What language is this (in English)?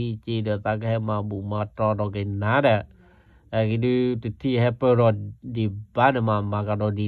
S'gaw Karen